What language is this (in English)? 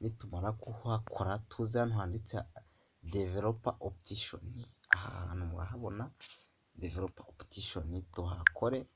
Kinyarwanda